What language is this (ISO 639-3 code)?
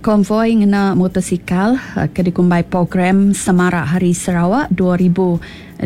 iba